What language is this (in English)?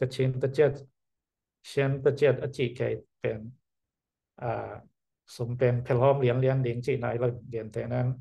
Tedim Chin